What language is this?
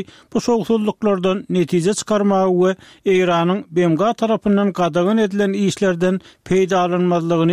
Turkmen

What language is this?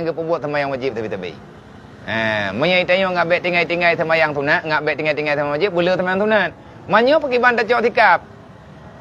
Achinese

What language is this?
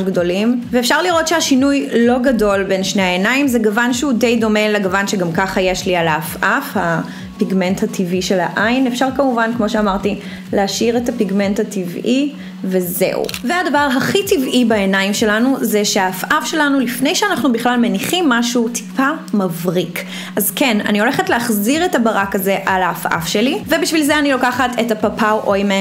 Hebrew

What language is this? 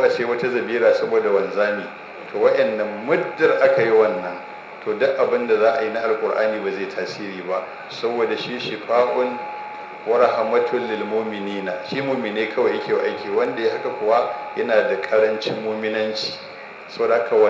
Hausa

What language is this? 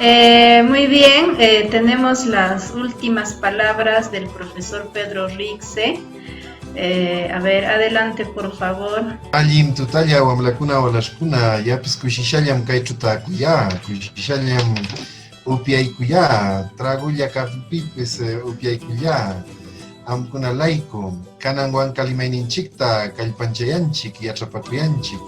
Huaylla Wanca Quechua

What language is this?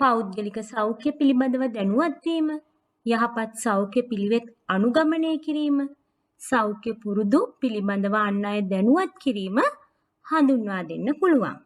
Sinhala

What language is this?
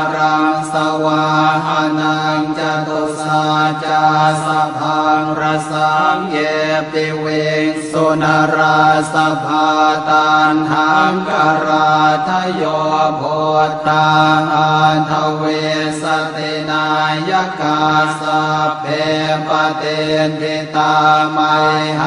Pali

